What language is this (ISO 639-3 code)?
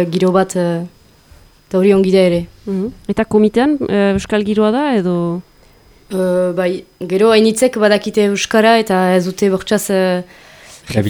eus